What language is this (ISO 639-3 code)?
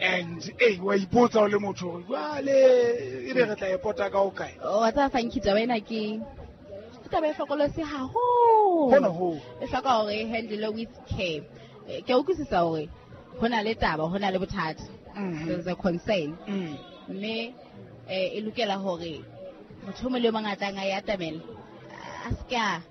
sot